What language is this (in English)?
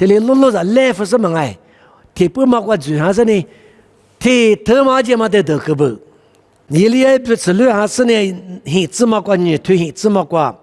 Lisu